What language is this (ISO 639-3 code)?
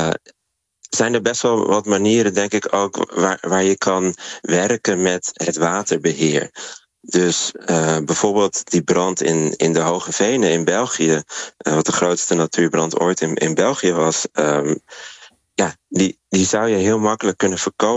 nld